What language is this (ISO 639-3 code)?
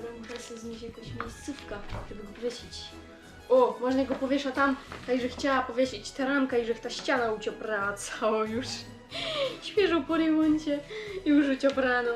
szl